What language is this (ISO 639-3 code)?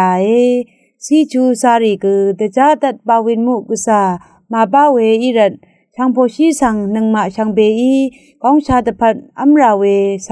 raw